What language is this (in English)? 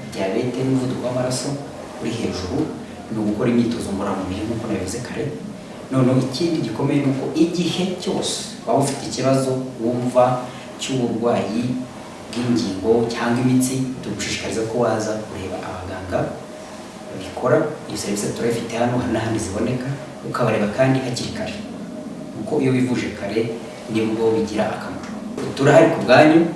Kinyarwanda